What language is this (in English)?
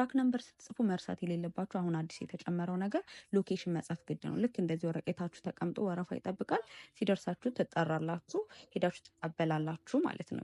Amharic